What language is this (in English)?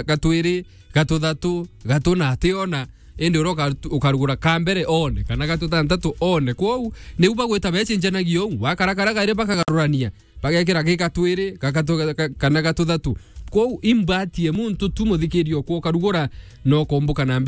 Meru